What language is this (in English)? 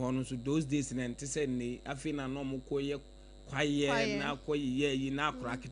Akan